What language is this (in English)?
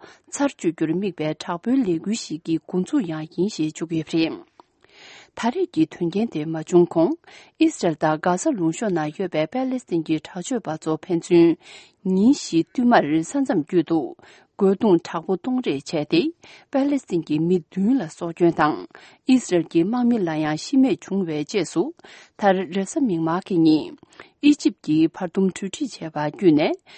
Tibetan